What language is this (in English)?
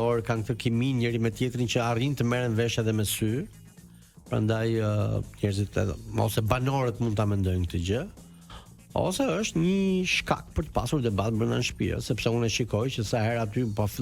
Albanian